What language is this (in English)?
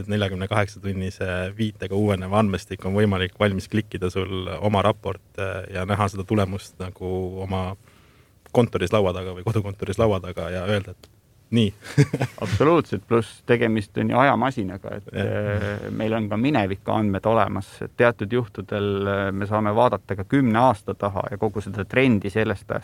Estonian